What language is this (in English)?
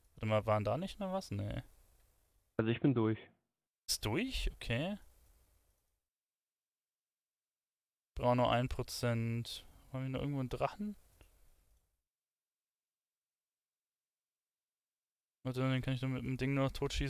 German